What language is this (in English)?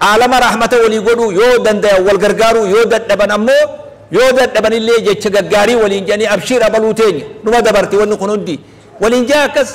Oromo